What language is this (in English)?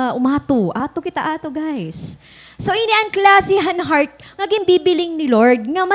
Waray